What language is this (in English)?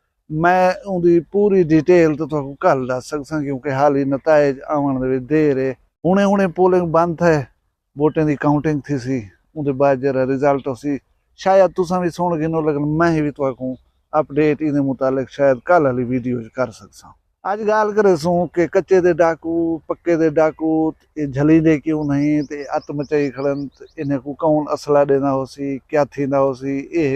Saraiki